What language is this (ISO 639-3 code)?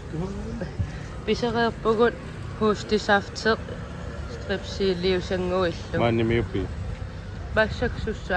kal